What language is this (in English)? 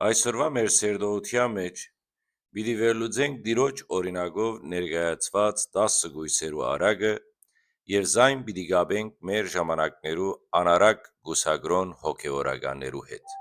Western Armenian